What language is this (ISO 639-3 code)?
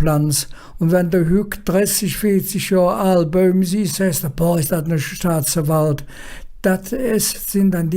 ksh